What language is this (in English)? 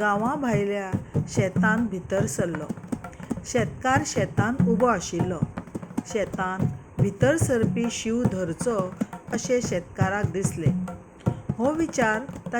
Konkani